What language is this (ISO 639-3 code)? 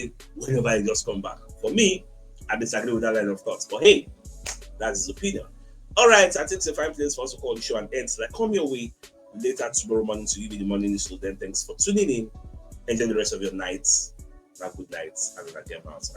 pcm